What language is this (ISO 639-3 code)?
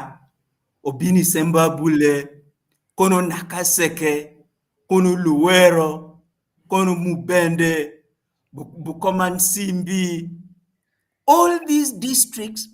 ach